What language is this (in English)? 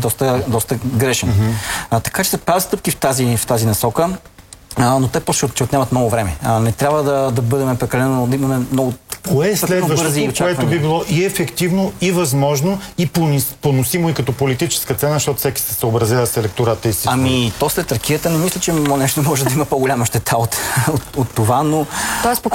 Bulgarian